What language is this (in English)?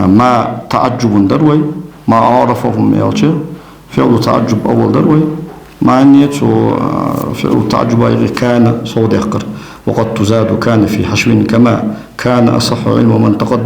Ingush